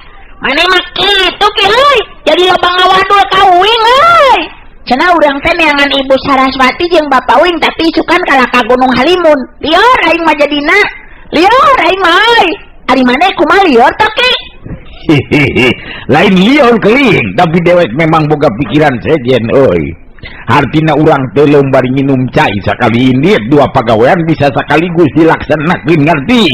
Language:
Sundanese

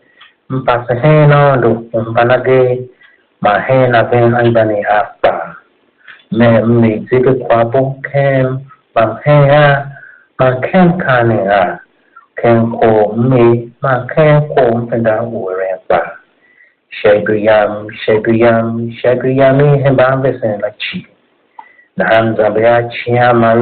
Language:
Tiv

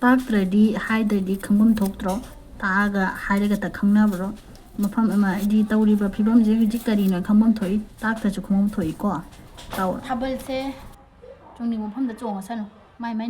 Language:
Manipuri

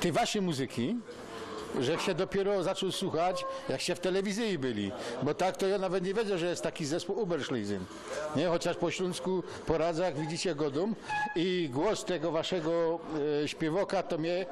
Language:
Silesian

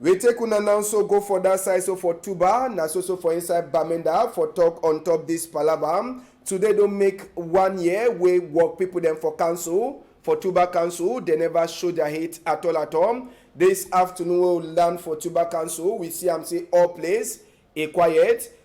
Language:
Cameroon Pidgin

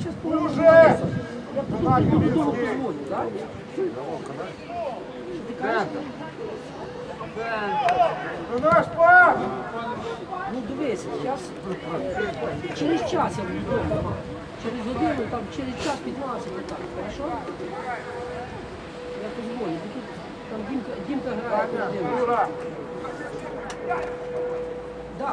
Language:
Ukrainian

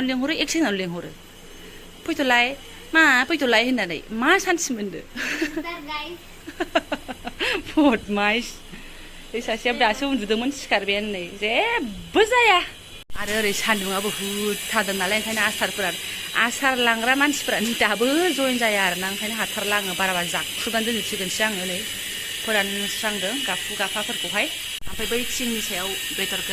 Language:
Bodo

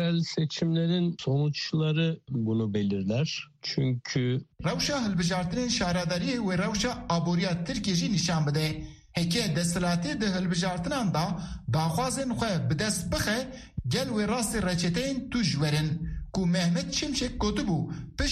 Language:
Kurdish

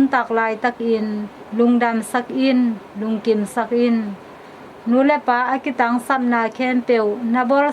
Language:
Tedim Chin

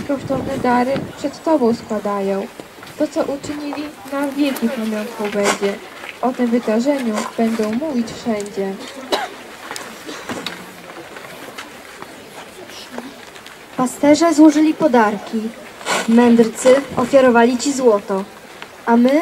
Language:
Polish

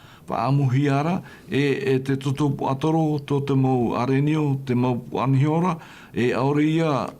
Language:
Tahitian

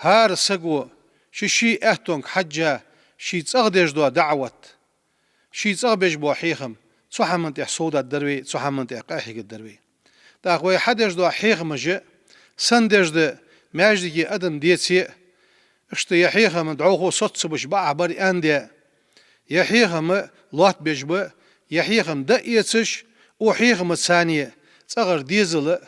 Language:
Ingush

